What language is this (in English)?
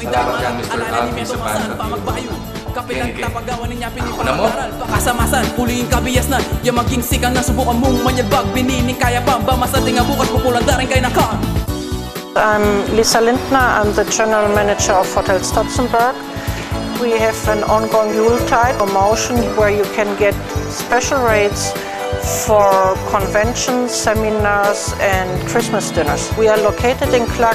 Pampanga